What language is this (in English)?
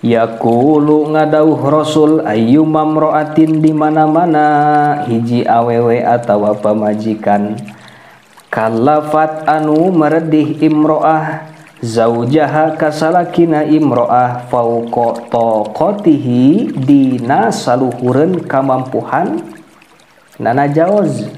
Sundanese